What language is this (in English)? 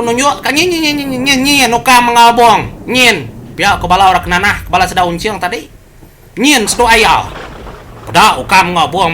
Iban